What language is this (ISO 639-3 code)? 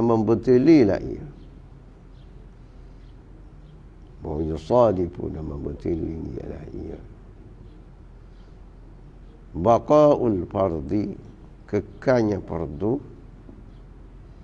msa